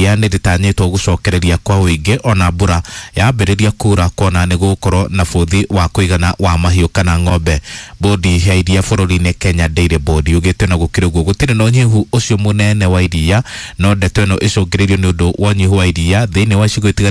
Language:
Kikuyu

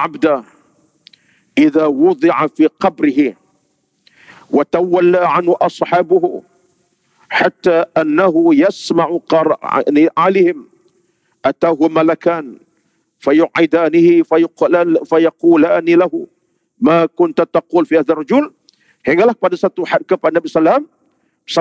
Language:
Malay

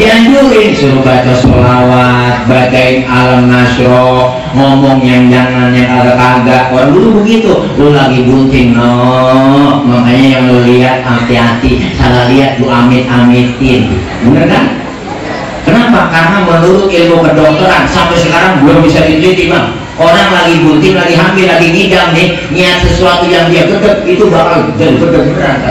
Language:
Betawi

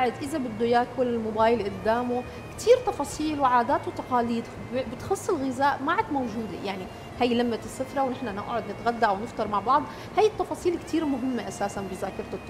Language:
North Levantine Arabic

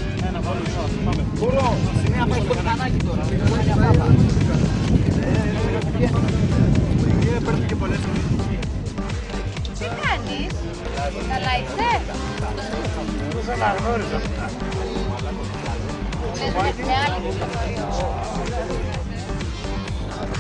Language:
Greek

